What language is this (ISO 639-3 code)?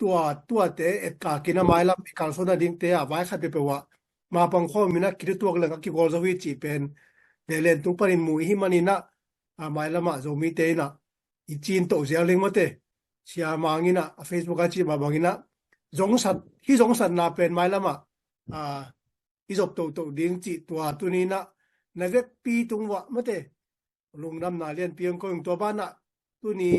ctd